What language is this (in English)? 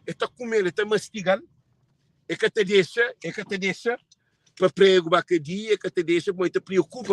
Kabuverdianu